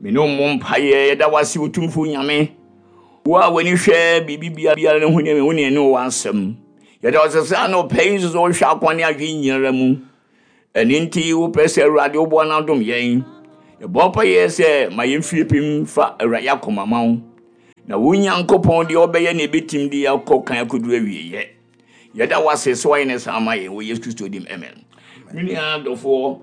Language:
Akan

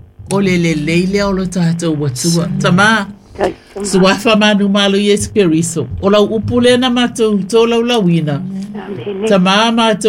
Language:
Samoan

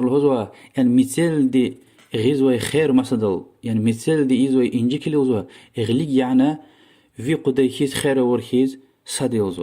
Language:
Lezghian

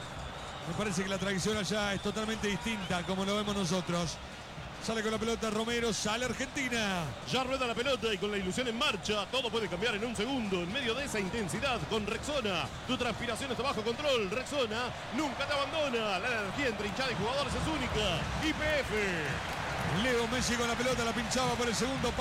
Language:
Spanish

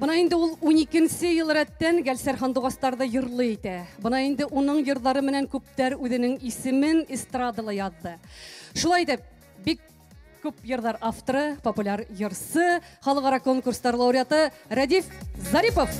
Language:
Bashkir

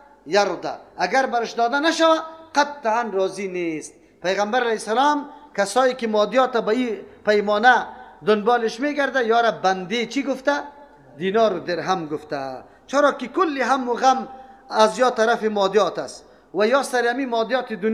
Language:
Persian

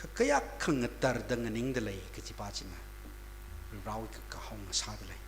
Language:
Tangkhul Naga (India)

